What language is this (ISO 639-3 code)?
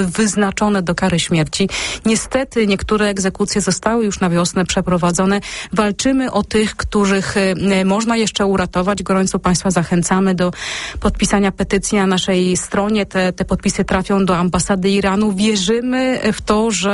pol